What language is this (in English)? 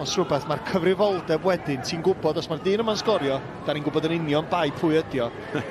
Welsh